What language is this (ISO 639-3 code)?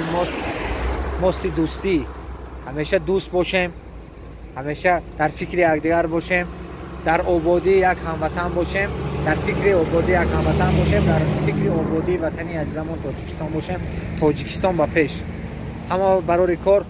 tgk